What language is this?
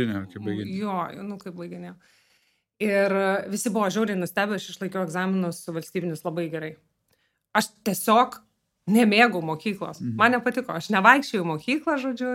Lithuanian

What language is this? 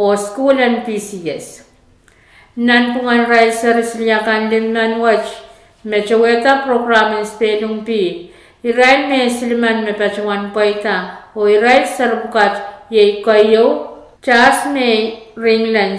Pohnpeian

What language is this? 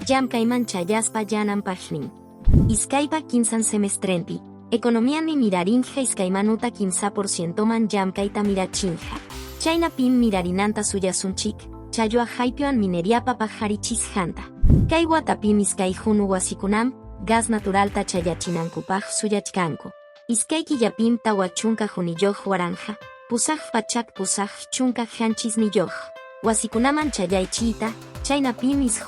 Quechua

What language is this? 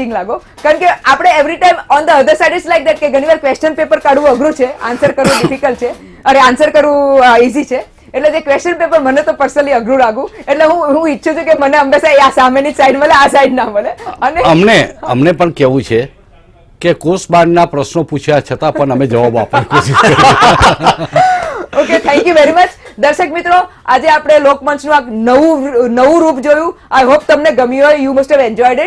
Gujarati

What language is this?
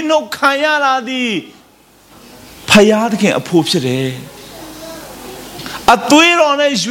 Burmese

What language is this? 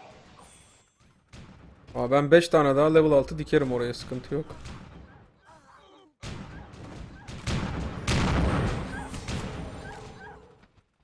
Turkish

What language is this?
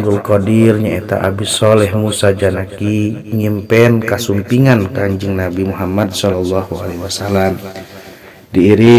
Sundanese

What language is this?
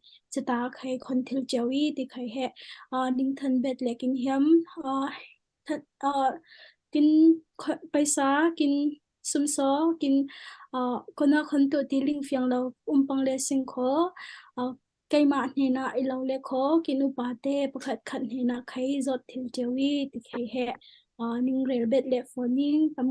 Falam Chin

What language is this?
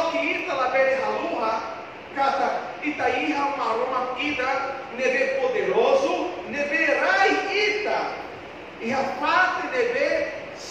Tetum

